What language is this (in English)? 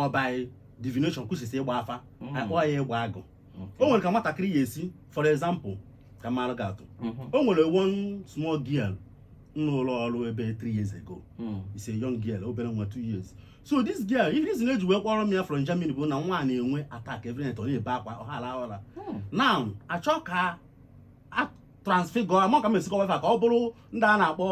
Igbo